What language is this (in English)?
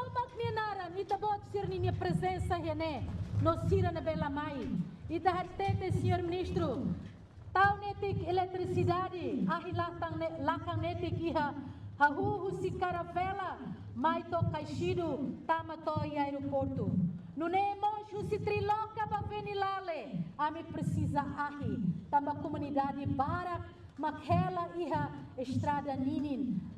Tetum